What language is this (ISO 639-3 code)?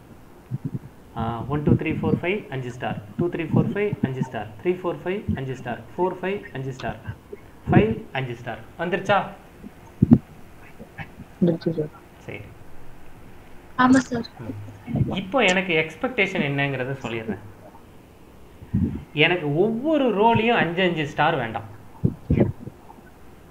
tam